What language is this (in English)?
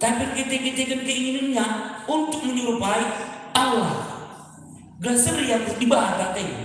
Batak Karo